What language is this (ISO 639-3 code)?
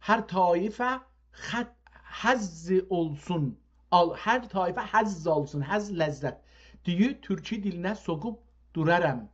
azb